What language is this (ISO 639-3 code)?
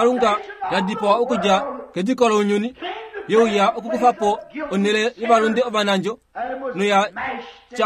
kua